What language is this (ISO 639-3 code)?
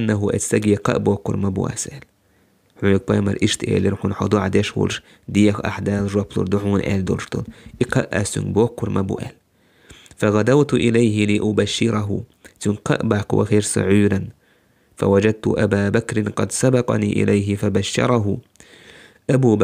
che